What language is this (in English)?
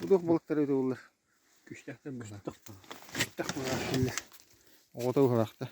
Yakut